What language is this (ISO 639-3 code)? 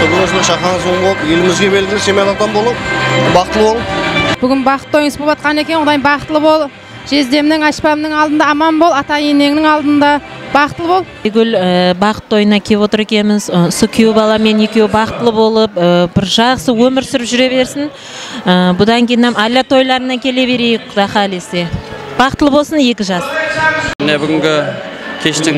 kaa